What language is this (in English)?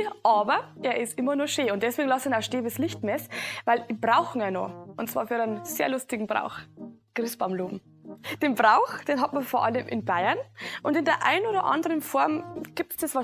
Bavarian